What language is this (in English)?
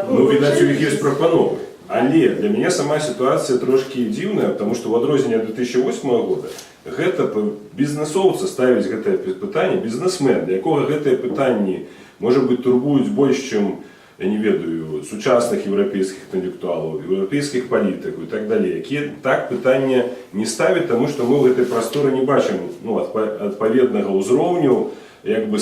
Belarusian